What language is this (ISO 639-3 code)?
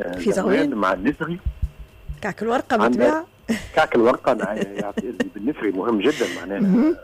aeb